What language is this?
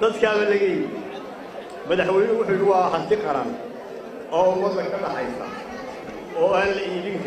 Somali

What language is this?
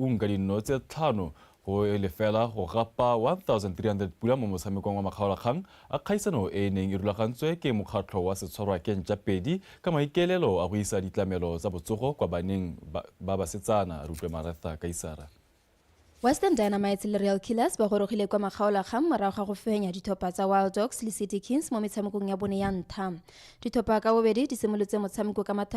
Tswana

